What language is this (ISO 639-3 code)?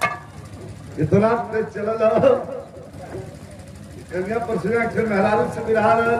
bho